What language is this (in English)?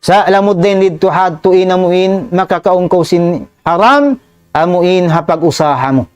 Tausug